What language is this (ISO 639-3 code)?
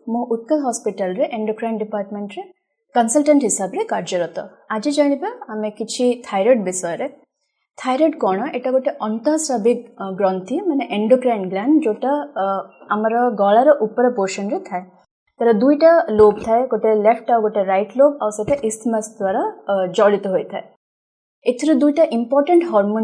ori